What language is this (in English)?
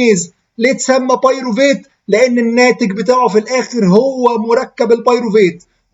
Egyptian Arabic